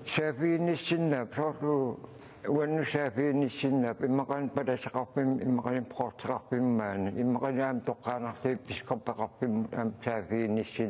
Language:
Kalaallisut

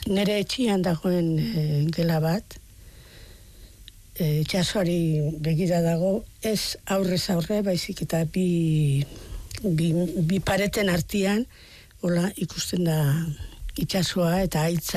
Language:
Basque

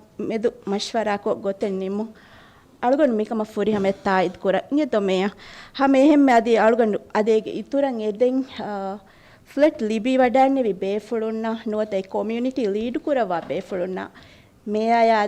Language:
Divehi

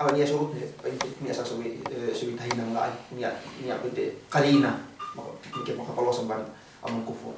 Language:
Yakan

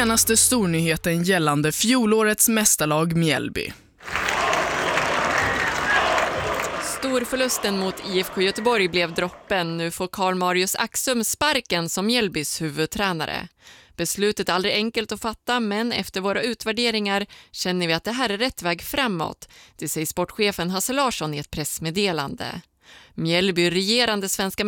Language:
Swedish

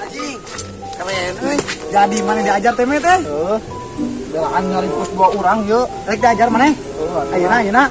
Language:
Sundanese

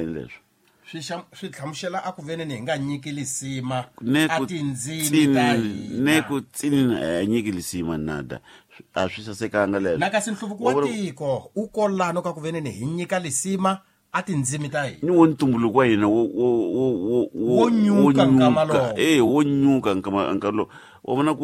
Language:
Tsonga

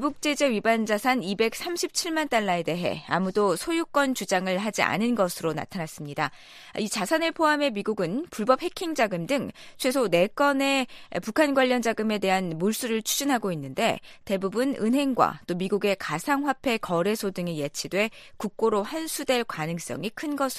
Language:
Korean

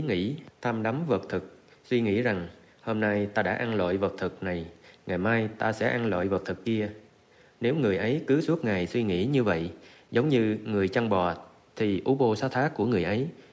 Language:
Vietnamese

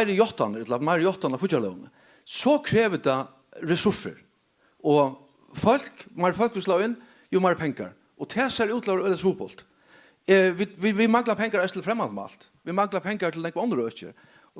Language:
Faroese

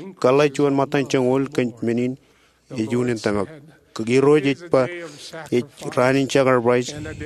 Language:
Marshallese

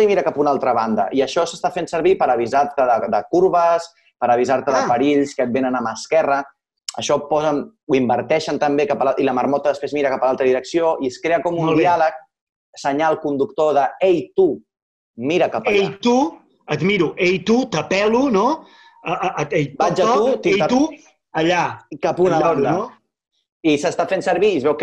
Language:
Catalan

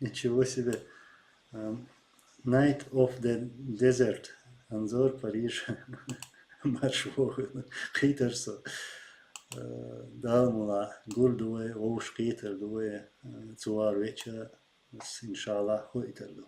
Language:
Chechen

